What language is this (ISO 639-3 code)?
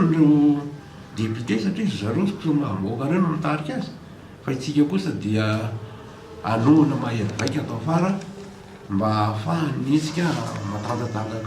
mlg